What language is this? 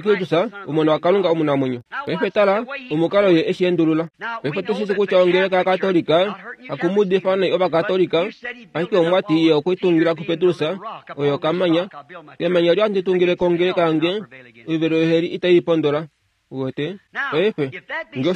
Kuanyama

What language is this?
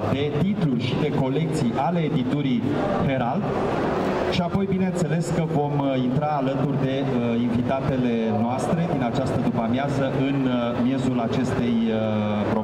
Romanian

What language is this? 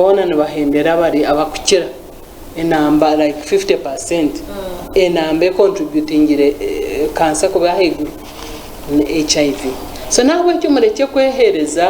Nyankole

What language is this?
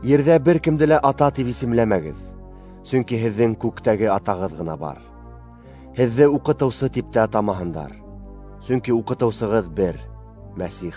Bashkir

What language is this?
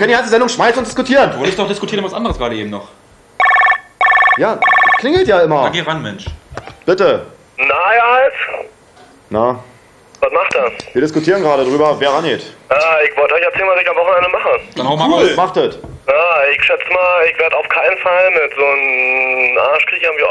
German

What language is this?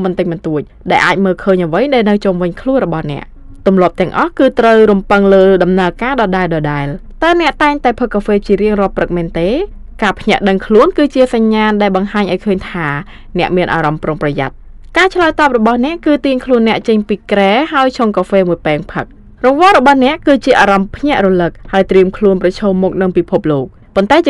Khmer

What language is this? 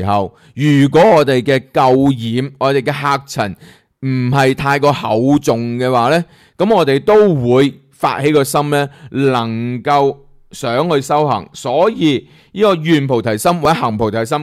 Cantonese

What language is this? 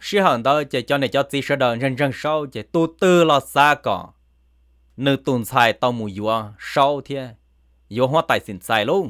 Hmong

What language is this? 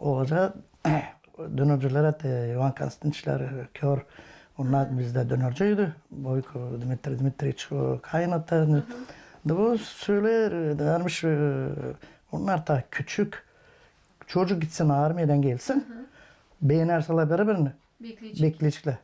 Gagauz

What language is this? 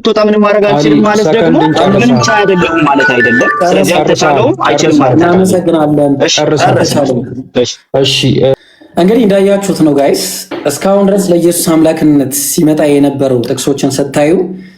Amharic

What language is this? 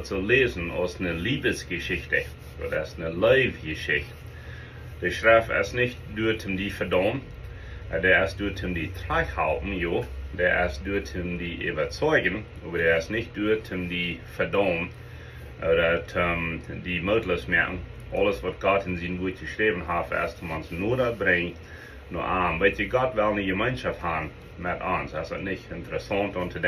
Plautdietsch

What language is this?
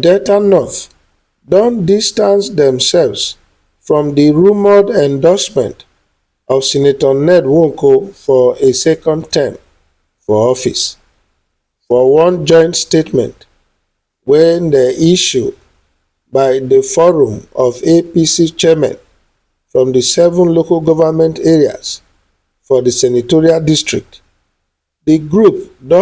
Nigerian Pidgin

